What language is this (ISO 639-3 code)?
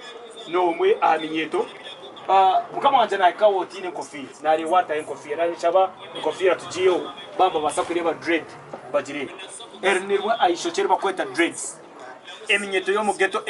nyn